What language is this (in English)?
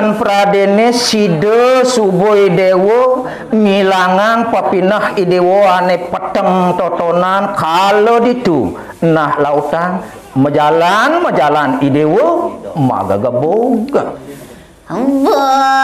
Balinese